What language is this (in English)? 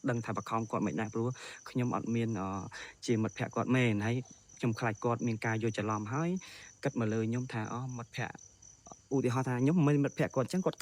Khmer